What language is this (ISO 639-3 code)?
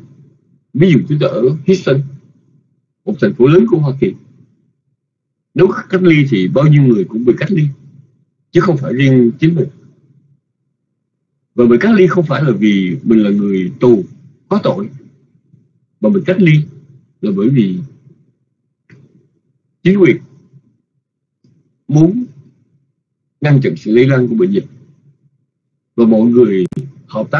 vie